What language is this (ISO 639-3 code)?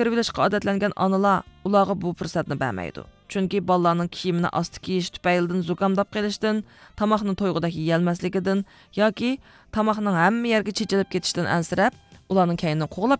uig